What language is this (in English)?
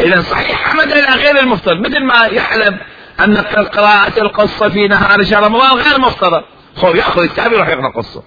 Mesopotamian Arabic